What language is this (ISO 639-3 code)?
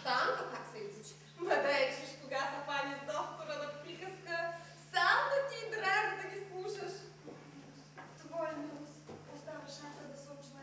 bul